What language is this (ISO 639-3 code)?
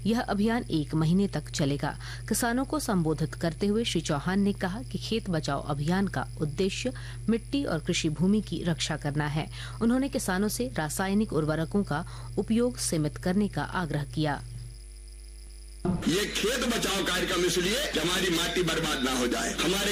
hin